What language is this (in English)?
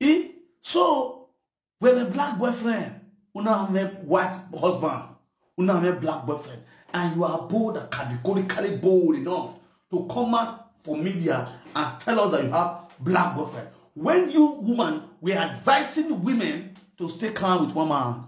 Nigerian Pidgin